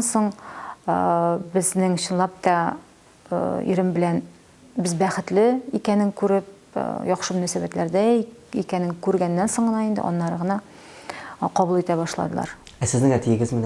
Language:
Tatar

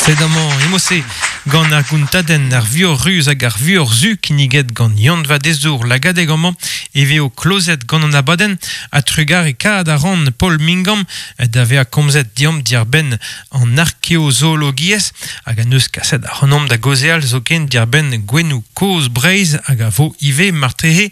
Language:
Breton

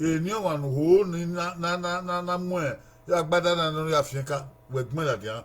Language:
Bini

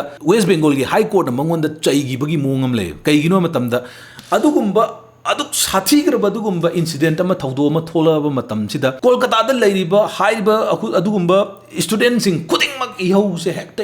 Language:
Manipuri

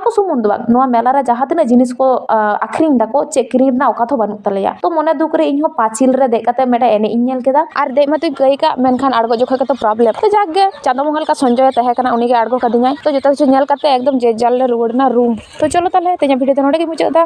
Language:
Santali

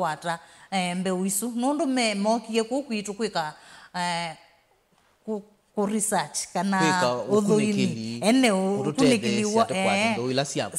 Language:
Kamba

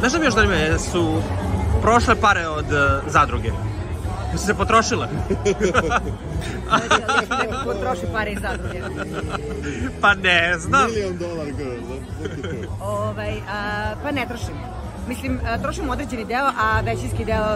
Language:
Serbian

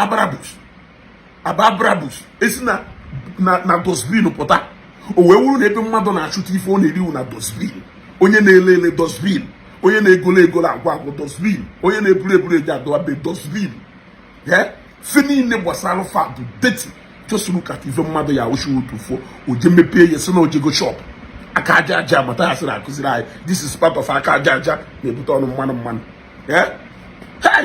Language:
Igbo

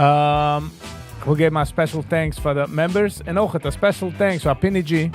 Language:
Yiddish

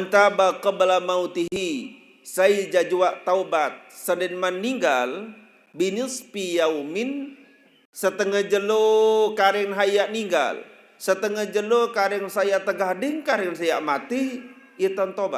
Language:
Sasak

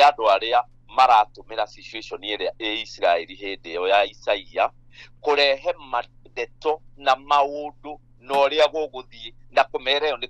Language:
Kikuyu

